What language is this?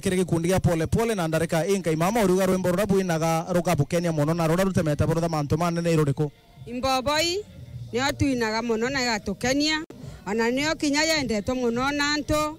Meru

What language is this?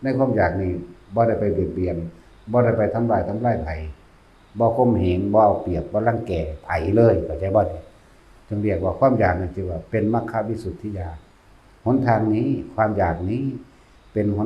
Lao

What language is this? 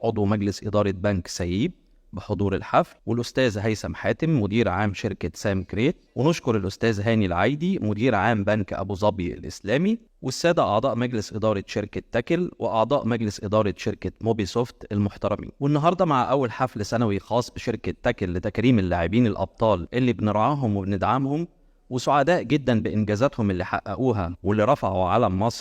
Egyptian Arabic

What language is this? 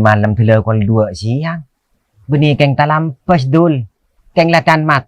Madurese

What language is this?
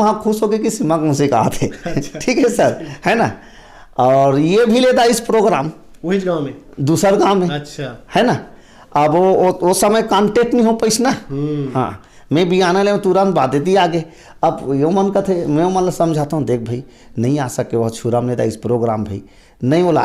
Chhattisgarhi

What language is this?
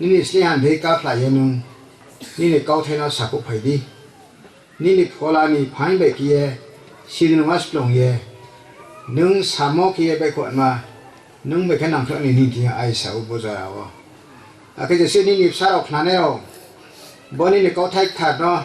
Riang (India)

